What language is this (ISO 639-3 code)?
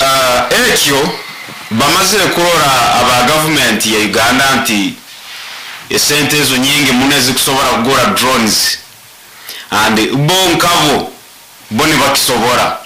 nyo